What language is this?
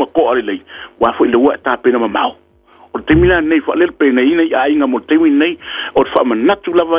Samoan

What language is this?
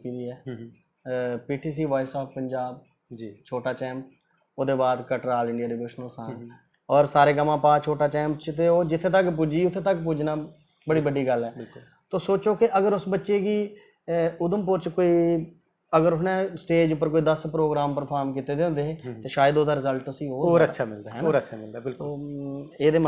Dogri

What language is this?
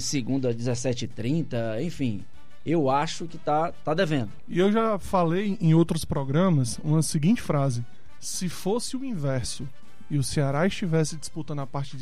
Portuguese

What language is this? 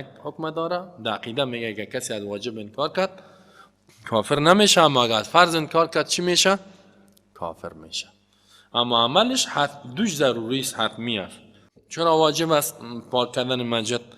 Persian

